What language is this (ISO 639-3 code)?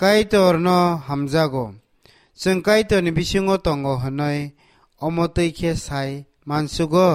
trp